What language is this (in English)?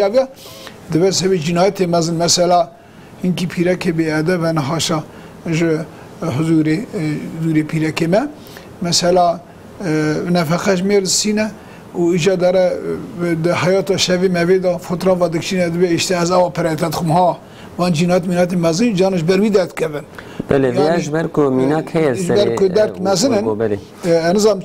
Kurdish